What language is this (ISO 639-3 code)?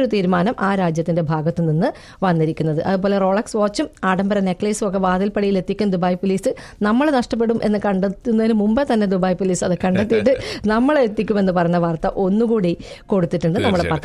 mal